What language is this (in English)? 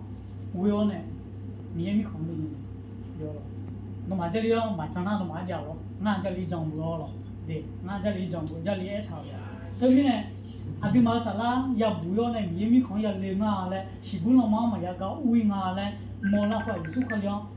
Akha